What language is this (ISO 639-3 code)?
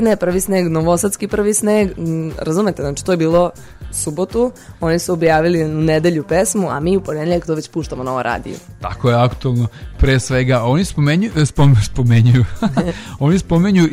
srp